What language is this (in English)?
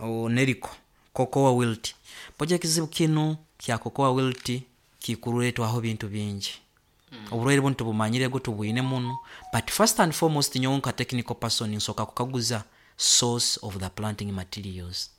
Nyoro